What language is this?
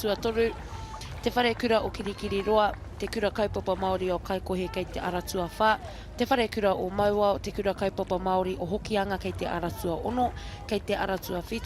Māori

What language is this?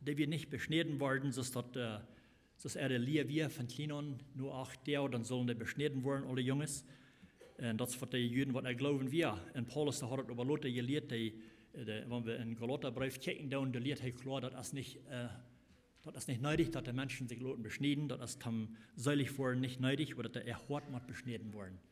Plautdietsch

